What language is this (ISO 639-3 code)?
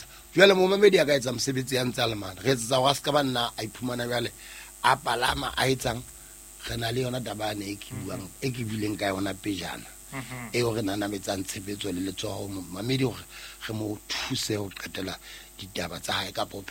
sot